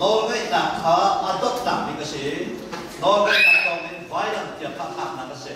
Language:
Hakha Chin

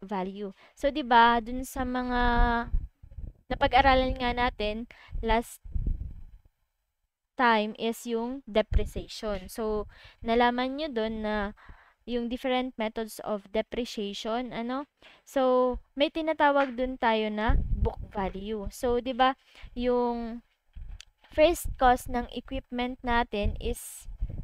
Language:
Filipino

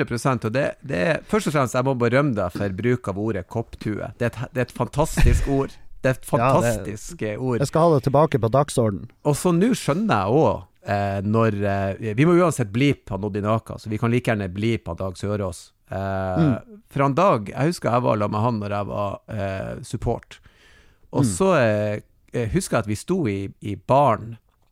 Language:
Norwegian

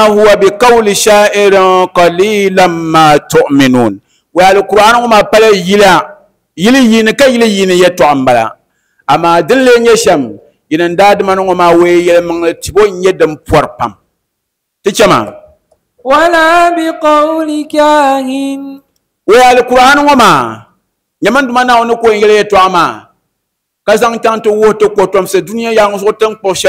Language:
Dagbani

